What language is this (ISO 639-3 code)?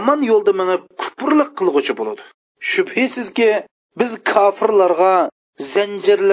uig